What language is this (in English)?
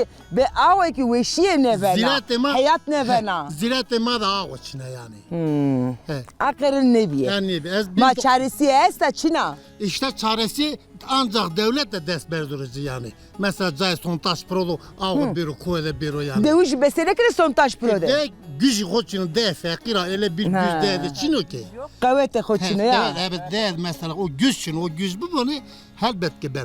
Zaza